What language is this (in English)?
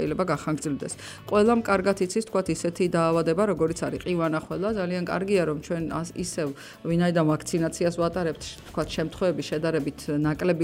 Georgian